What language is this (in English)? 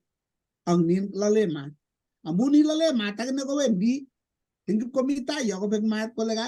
Kalenjin